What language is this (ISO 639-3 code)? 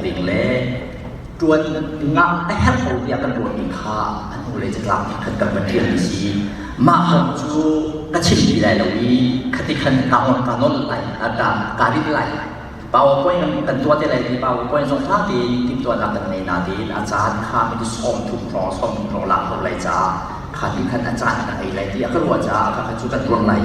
cnh